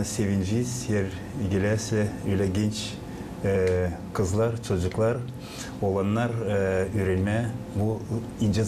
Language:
Gagauz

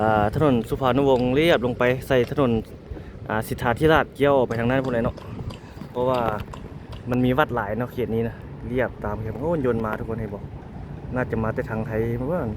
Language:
Lao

